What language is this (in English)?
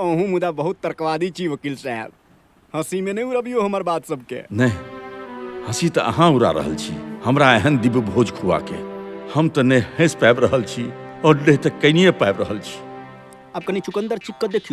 Maithili